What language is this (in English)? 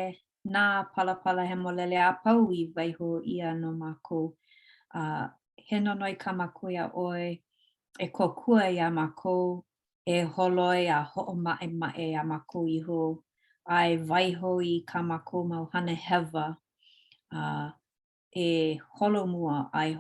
Hawaiian